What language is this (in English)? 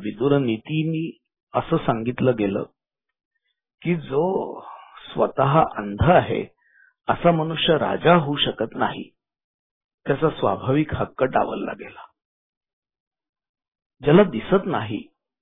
Marathi